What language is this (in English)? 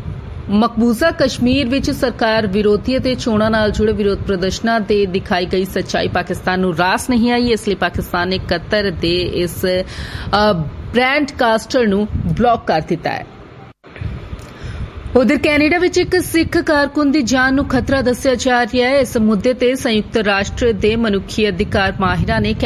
Punjabi